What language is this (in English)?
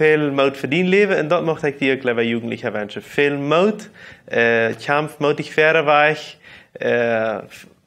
Plautdietsch